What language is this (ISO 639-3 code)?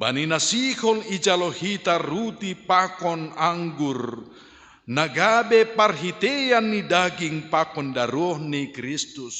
bts